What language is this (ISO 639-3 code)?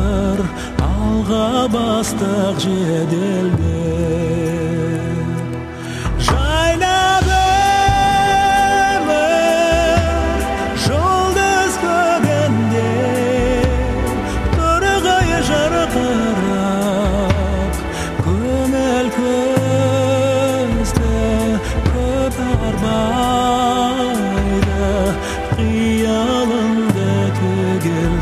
kaz